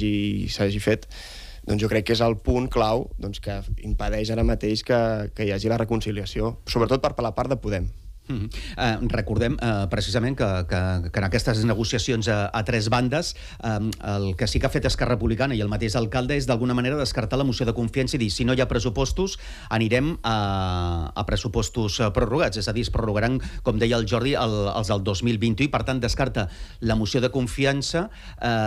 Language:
Catalan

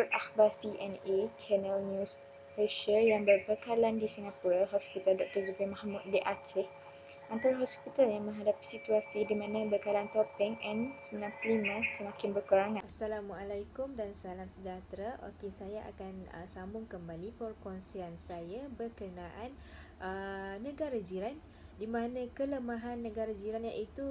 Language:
Malay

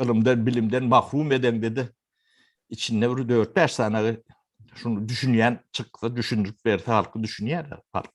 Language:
Turkmen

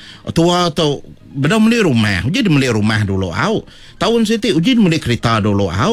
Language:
Iban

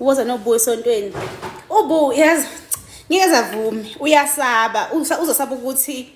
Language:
Zulu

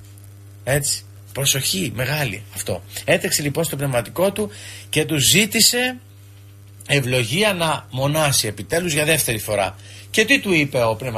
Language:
Greek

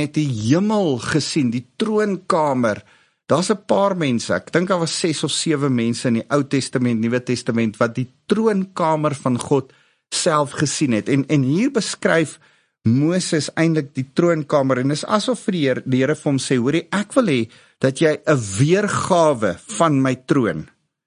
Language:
Afrikaans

